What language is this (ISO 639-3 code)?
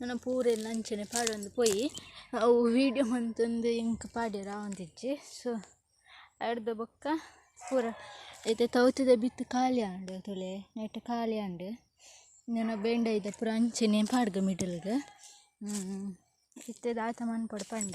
tcy